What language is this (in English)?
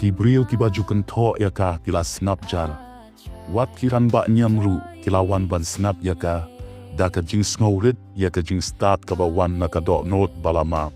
Khasi